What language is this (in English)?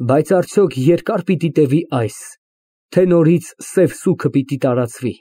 Armenian